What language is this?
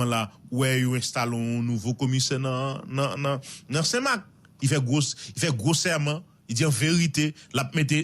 Haitian Creole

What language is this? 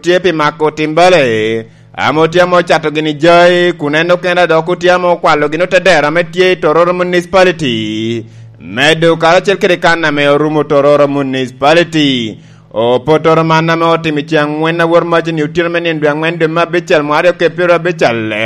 Lango (Uganda)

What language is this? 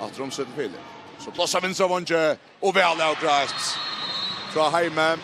Faroese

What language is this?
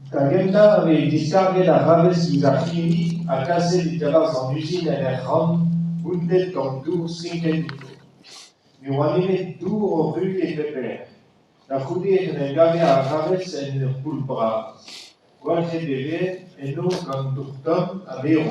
Breton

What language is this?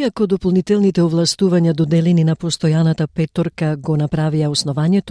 Macedonian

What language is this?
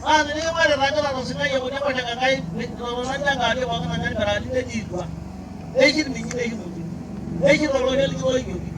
Masai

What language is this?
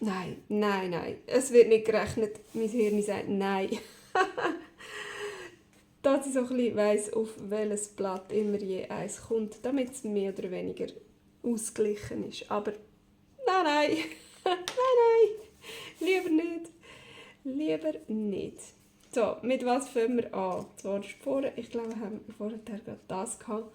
Swiss German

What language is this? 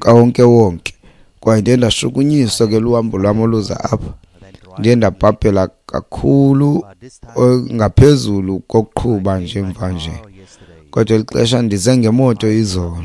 Xhosa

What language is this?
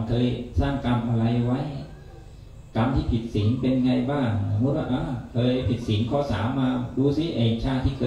Thai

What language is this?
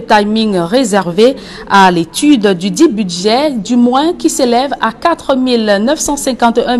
French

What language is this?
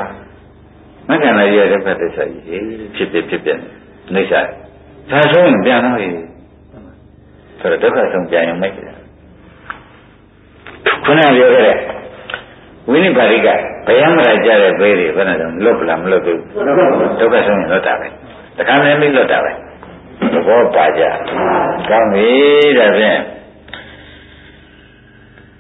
Burmese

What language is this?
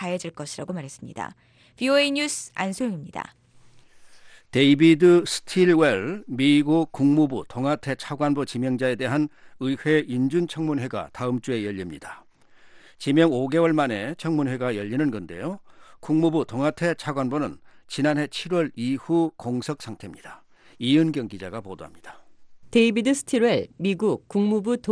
Korean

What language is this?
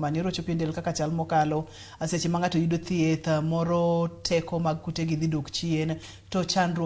Luo (Kenya and Tanzania)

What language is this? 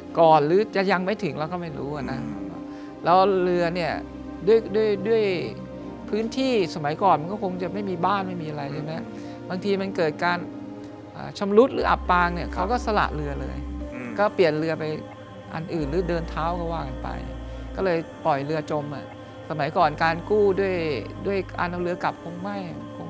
Thai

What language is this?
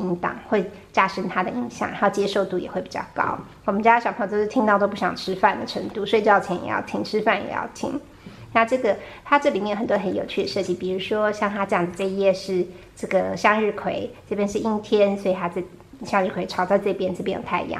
Chinese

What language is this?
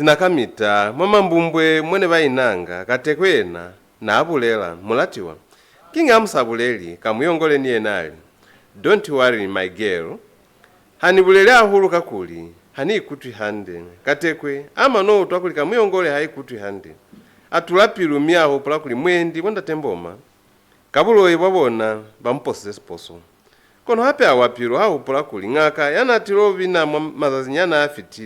Lozi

